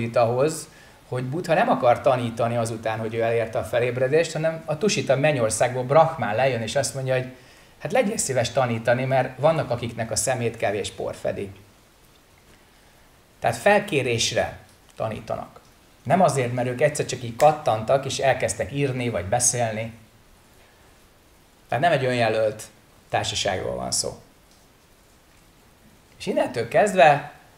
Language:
Hungarian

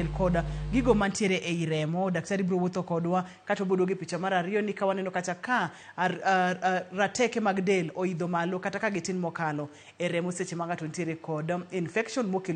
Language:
Luo (Kenya and Tanzania)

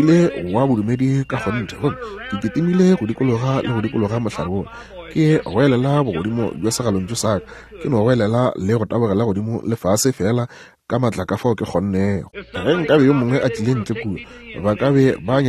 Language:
Northern Sotho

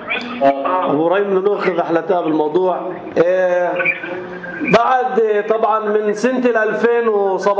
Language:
North Levantine Arabic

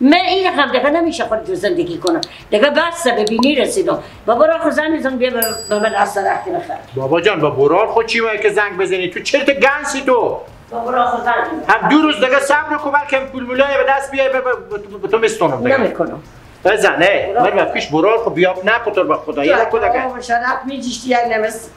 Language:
Persian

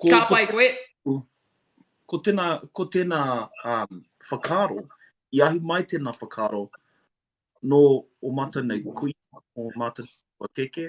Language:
Māori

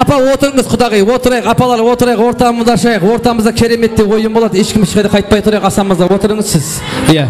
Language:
Kara-Kalpak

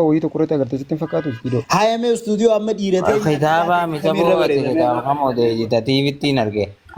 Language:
Oromo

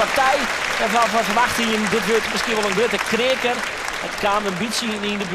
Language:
Western Frisian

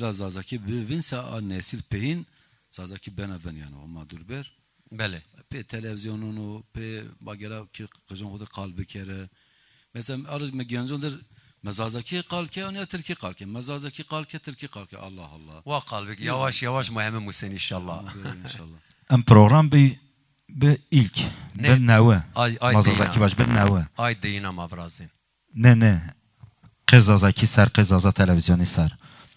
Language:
Zaza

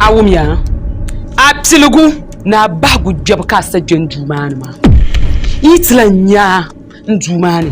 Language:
Dagbani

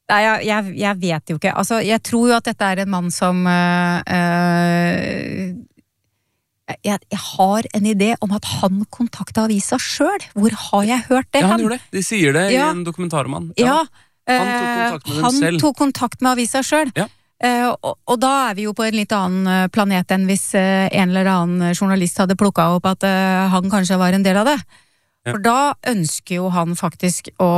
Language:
Norwegian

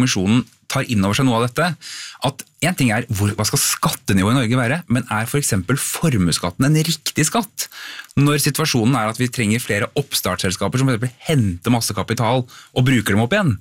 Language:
Norwegian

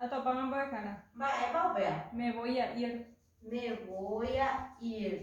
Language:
Guarani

